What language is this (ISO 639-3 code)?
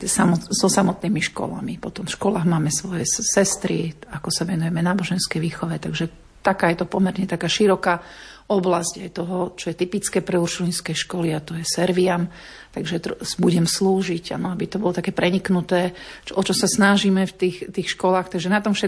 slk